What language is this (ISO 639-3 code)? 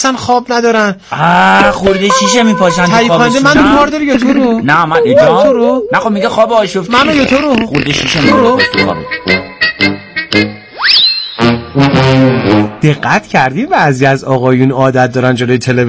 fas